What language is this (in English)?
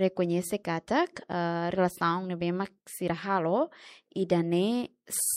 Tetum